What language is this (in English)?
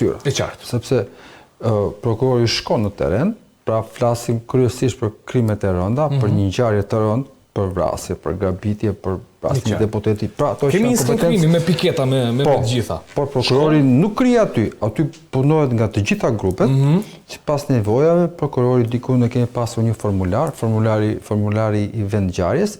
Albanian